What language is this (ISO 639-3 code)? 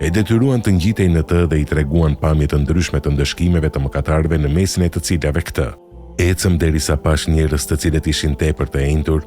sqi